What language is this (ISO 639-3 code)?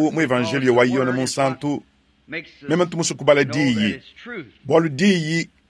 lua